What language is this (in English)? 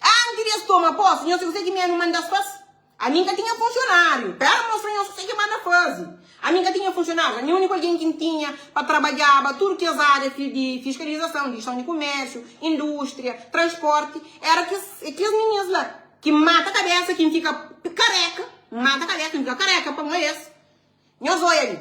Kabuverdianu